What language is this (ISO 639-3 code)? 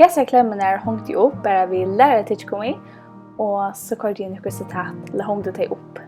fao